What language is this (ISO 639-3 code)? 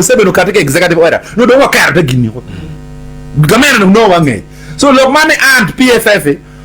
ach